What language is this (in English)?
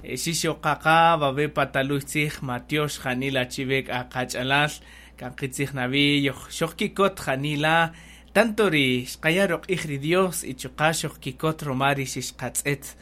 Kaqchikel